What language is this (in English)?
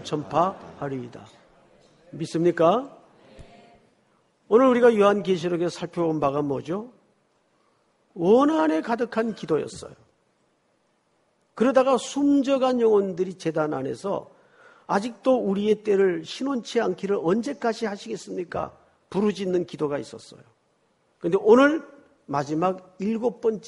Korean